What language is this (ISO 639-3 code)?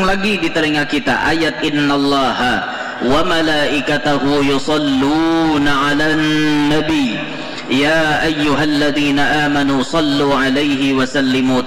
bjn